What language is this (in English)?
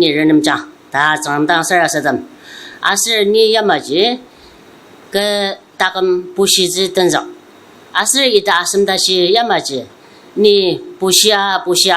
Ao Naga